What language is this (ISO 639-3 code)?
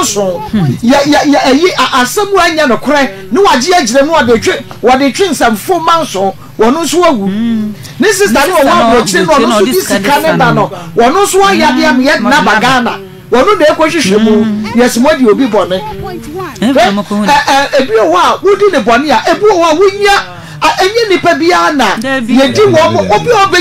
aka